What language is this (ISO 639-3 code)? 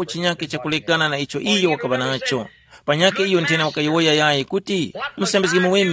tum